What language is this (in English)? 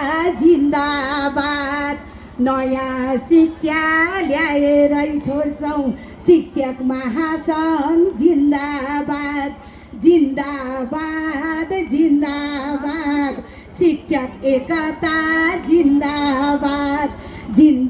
Nepali